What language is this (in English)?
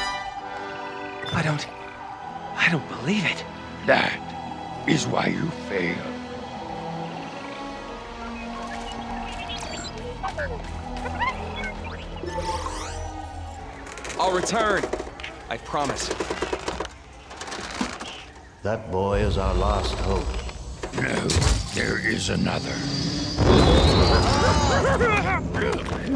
English